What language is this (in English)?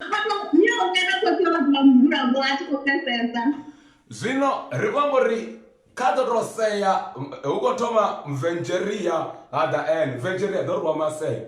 Venda